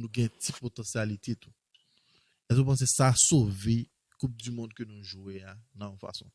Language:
Haitian Creole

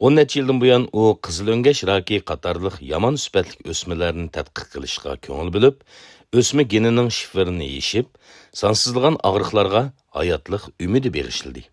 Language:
Uyghur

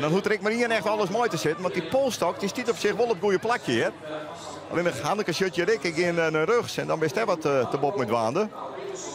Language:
Western Frisian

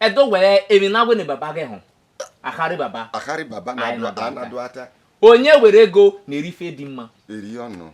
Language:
Bini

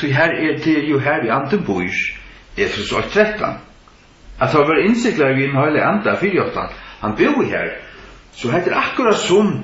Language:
Faroese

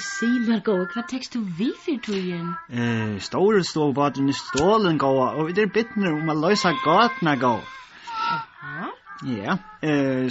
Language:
Faroese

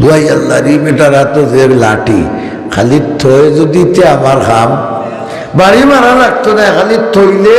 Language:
Sylheti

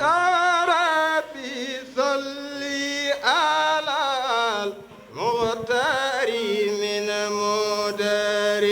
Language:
Fula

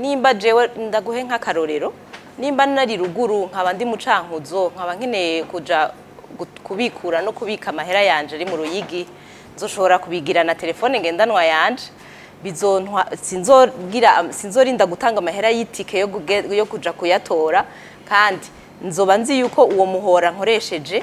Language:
Rundi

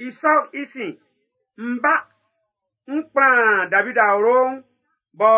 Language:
Baoulé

